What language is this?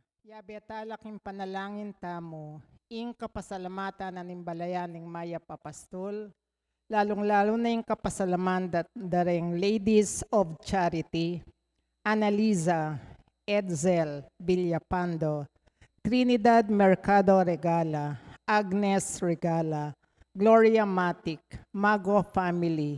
Pampanga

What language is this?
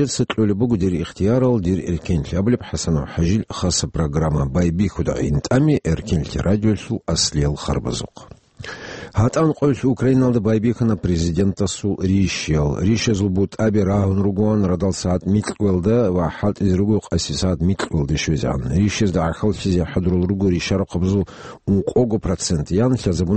Avaric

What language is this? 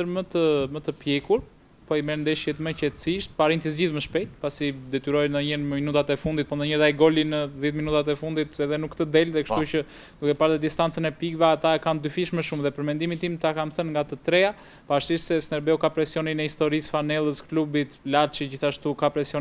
Albanian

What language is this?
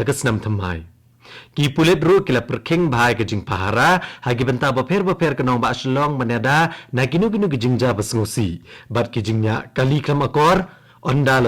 Khasi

